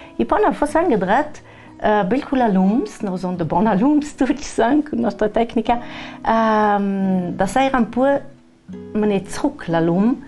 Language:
Ladin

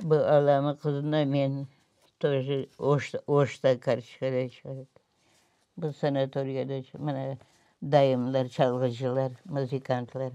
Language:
Crimean Tatar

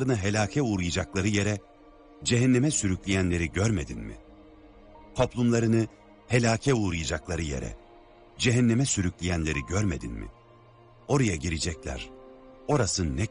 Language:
Turkish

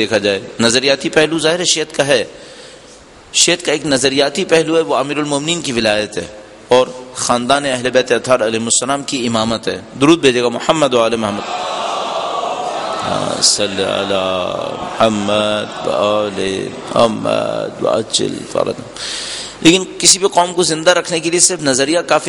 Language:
Urdu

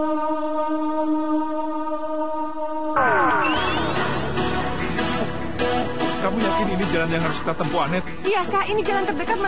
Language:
Indonesian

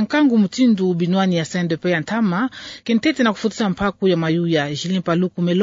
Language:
Kituba (Democratic Republic of Congo)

